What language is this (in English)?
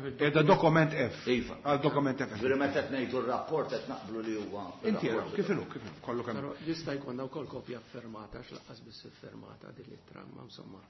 Maltese